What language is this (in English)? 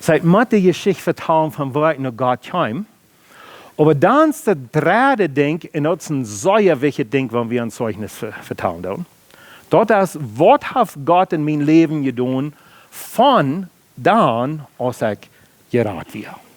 Plautdietsch